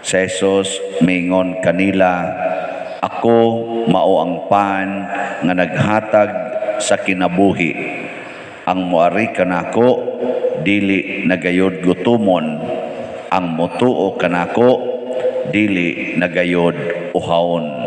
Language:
Cebuano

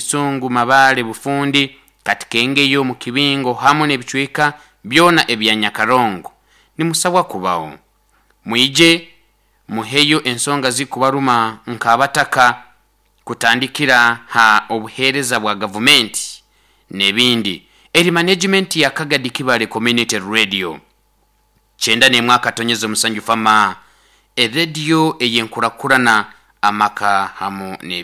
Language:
Nyoro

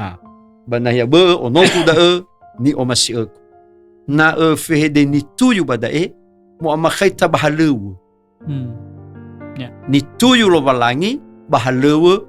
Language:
Nias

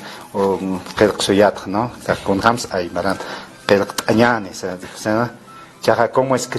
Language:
Aymara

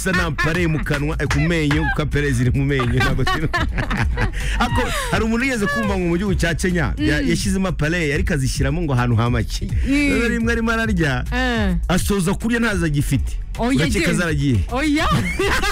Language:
Kinyarwanda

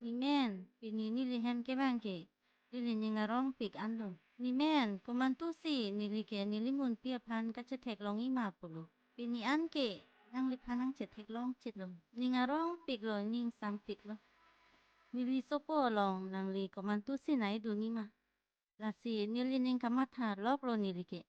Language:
Karbi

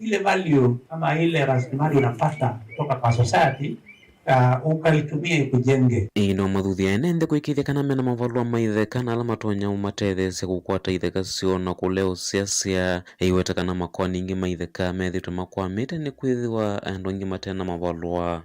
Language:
Kamba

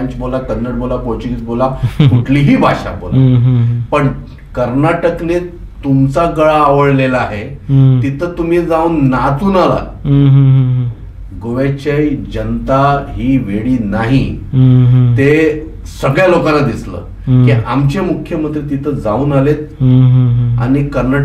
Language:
Marathi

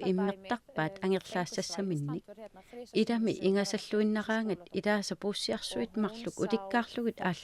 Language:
Kalaallisut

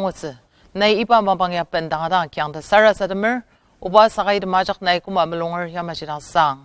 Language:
Ao Naga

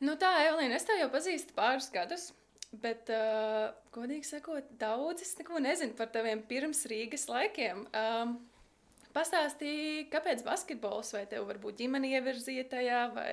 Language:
Latvian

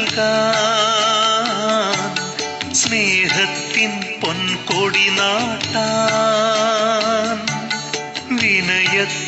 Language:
Malayalam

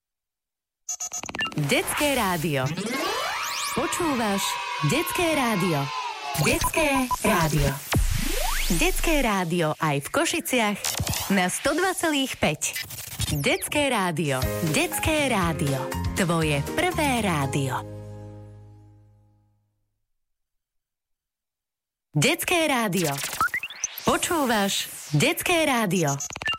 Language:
Slovak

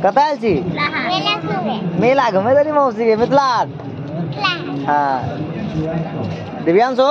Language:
Maithili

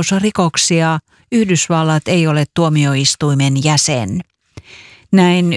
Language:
Finnish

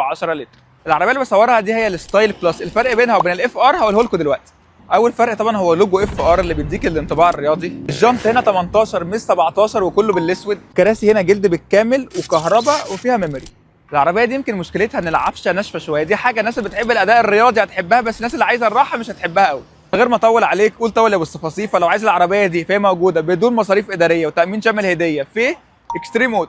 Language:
Egyptian Arabic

